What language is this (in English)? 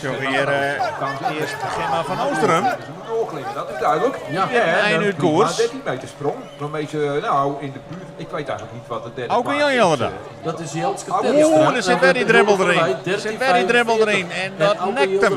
Western Frisian